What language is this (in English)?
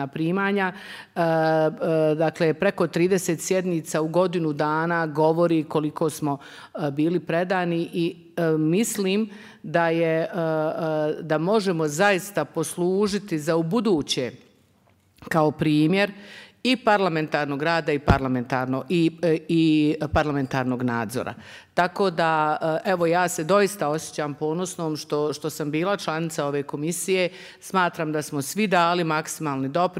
Bosnian